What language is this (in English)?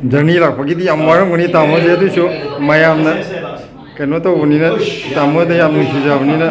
Manipuri